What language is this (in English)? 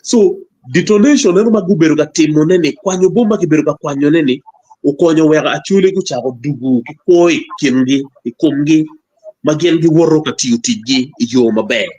Acoli